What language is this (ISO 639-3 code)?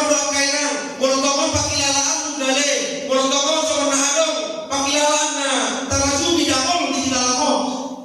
bbc